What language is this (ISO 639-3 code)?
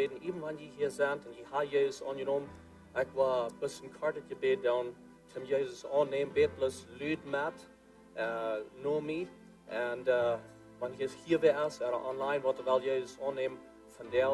pdt